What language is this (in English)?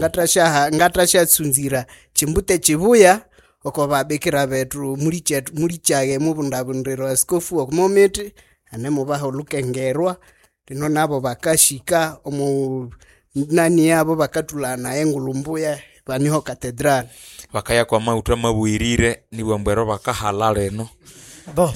Nande